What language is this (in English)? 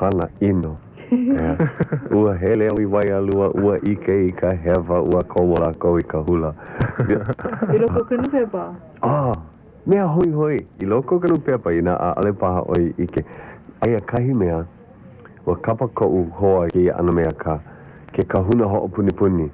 Hawaiian